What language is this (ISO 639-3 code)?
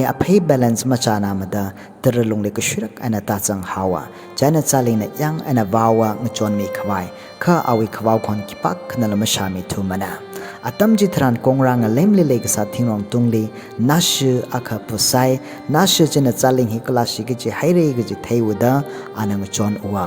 nmf